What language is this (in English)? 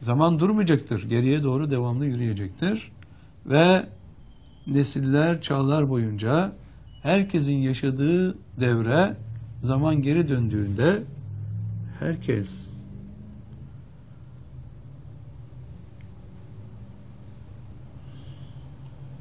Turkish